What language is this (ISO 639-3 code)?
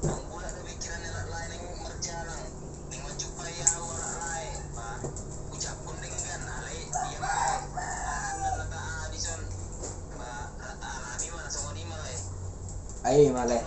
bbc